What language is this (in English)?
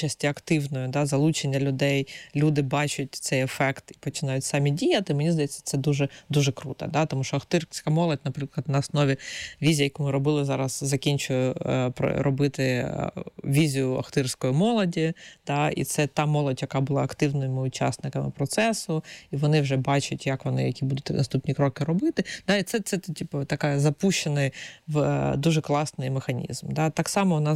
Ukrainian